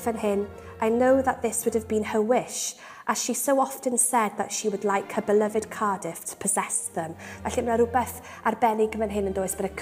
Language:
Welsh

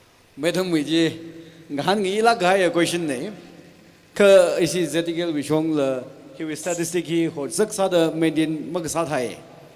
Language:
Tangkhul Naga (India)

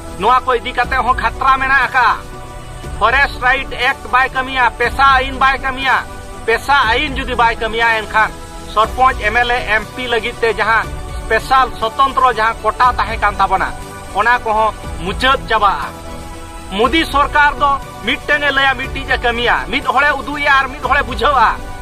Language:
Santali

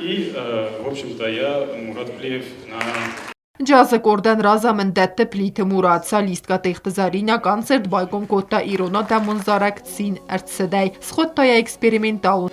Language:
Ossetic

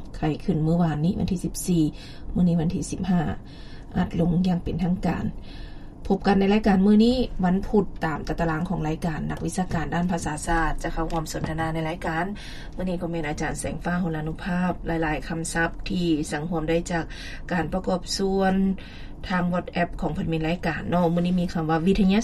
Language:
Lao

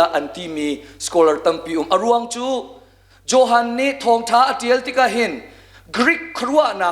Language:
Hakha Chin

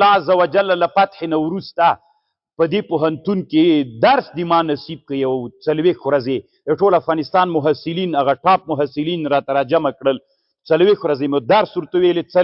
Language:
Pashto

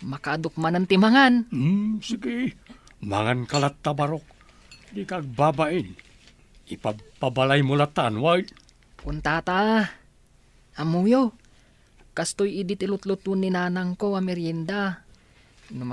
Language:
Iloko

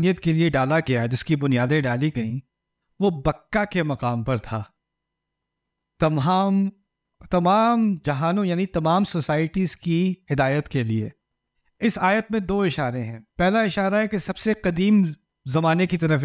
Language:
Urdu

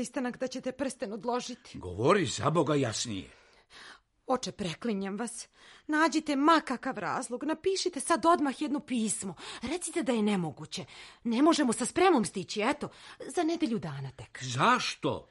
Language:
Serbian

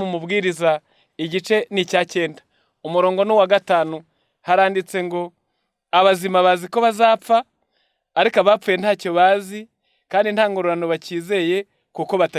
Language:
Kinyarwanda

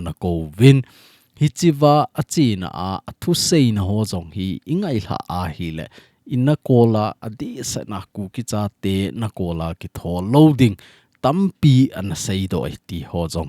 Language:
Thado Chin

